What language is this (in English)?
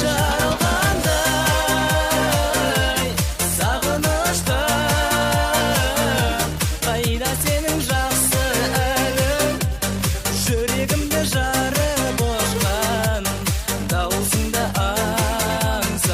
Kara-Kalpak